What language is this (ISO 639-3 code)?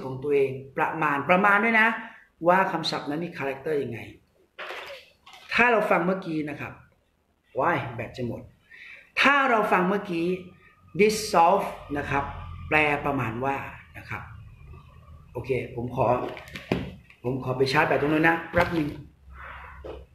tha